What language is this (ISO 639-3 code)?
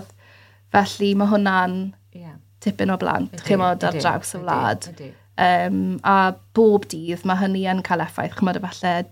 cym